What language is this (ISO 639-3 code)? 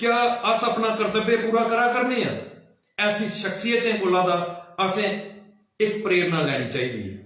doi